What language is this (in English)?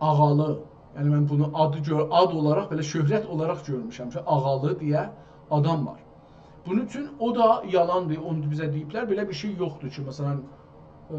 South Azerbaijani